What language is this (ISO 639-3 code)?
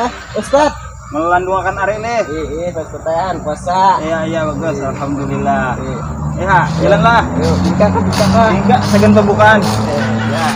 bjn